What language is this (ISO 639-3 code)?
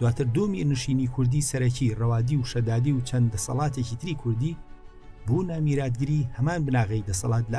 ckb